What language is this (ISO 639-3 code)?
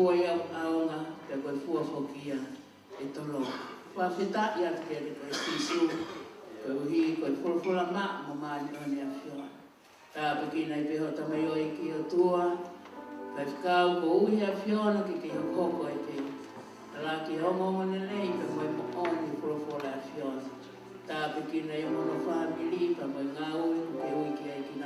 ton